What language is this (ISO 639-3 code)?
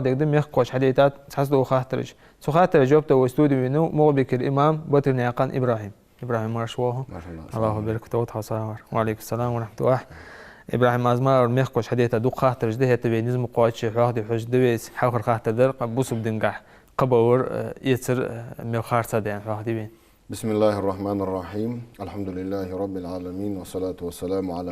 inh